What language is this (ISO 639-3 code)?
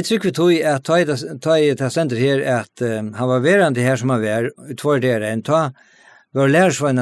fao